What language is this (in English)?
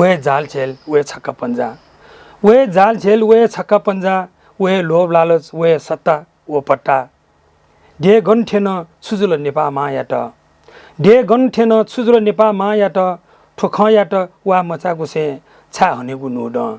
Newari